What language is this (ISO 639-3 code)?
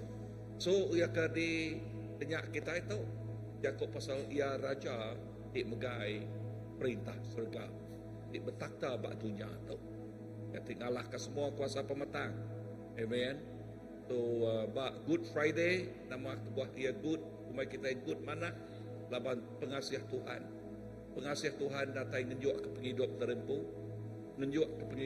iba